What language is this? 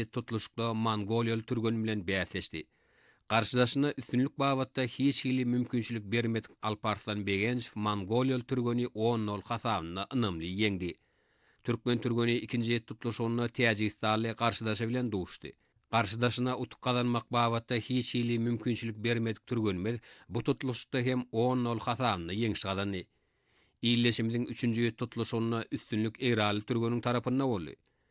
Turkmen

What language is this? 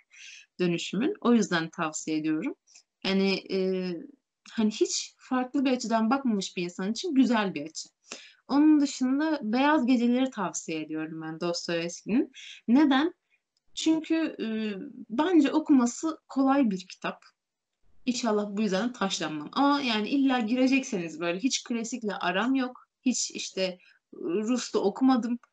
Turkish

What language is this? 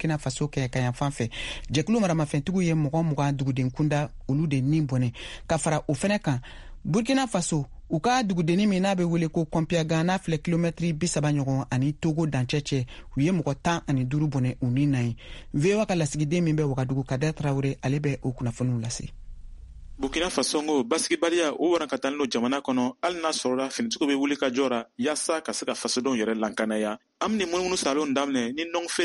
Bambara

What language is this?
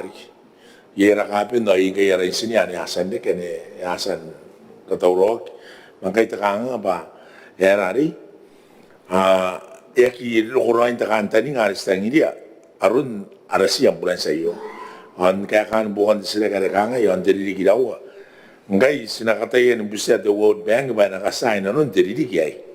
Gilbertese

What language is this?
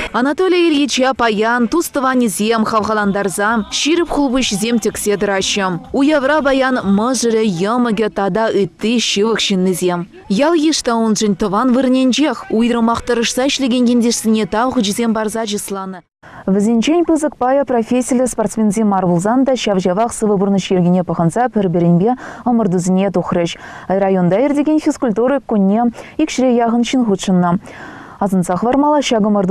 Chuvash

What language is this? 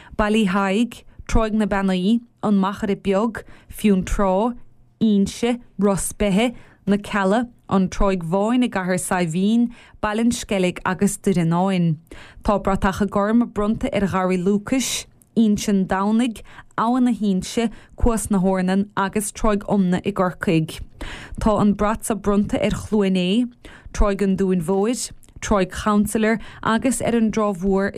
Irish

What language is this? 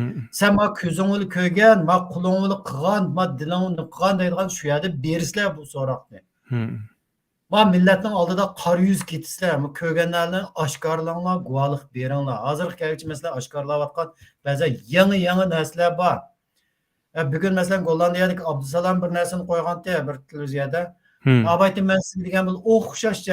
Uyghur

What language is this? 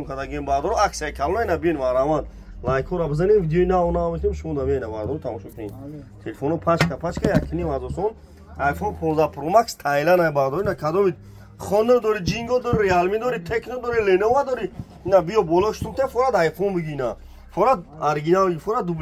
Tajik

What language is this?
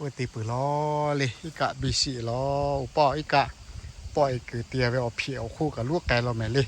Lahu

